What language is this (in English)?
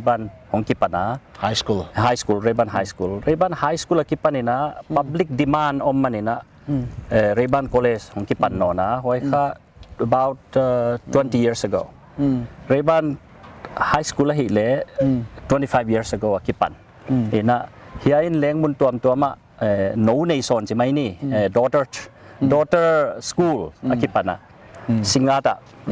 Paite Chin